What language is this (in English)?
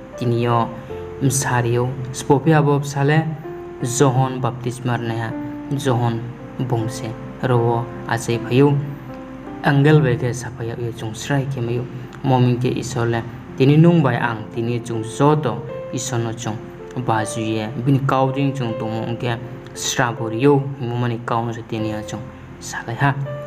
Riang (India)